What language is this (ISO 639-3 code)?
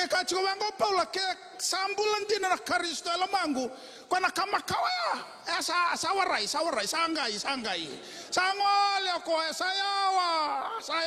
fij